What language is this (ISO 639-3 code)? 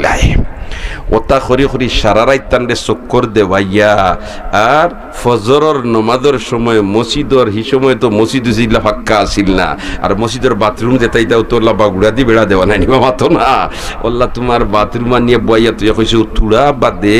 syl